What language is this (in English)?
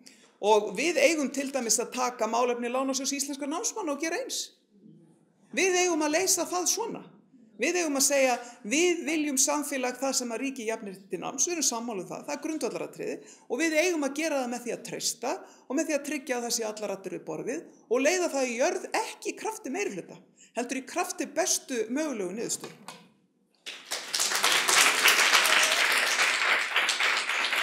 Icelandic